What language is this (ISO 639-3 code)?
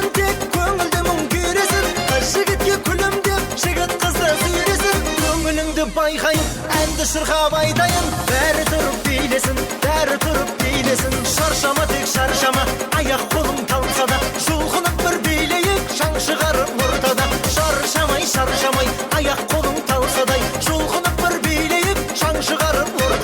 kaa